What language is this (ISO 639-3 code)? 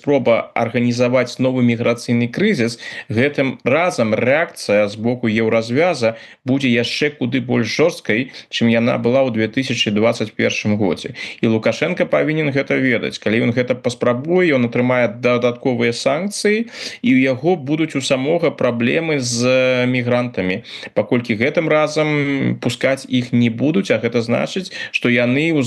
bel